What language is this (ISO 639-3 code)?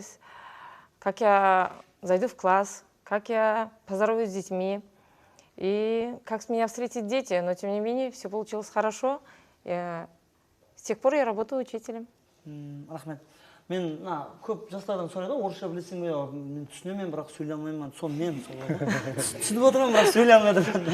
kaa